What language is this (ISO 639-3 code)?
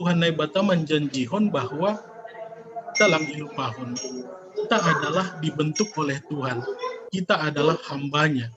bts